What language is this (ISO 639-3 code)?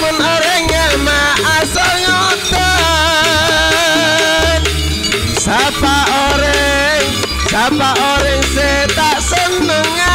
mad